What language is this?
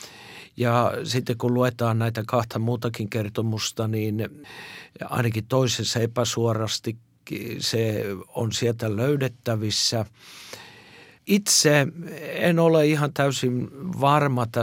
Finnish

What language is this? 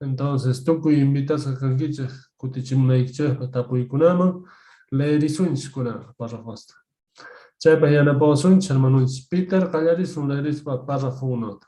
Quechua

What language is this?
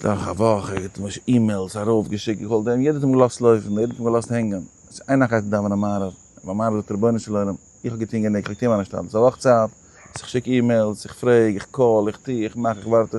Yiddish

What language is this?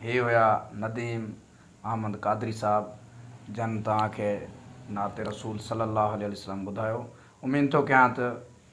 Sindhi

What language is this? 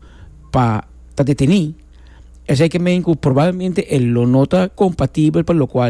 Papiamento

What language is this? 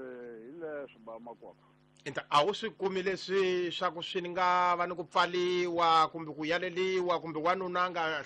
Tsonga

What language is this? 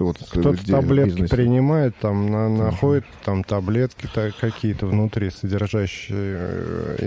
Russian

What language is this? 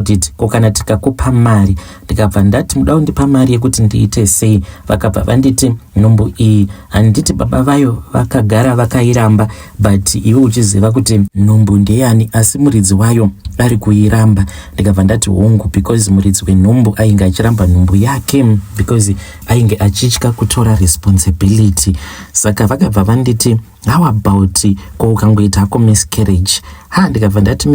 Shona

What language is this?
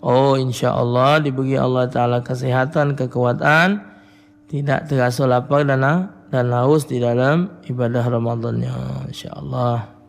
Musi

